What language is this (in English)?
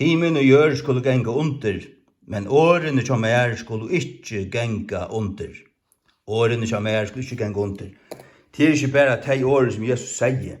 Faroese